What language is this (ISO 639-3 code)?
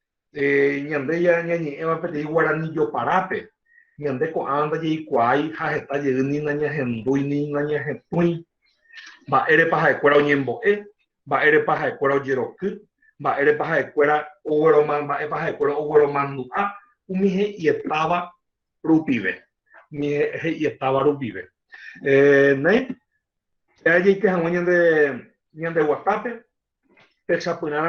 grn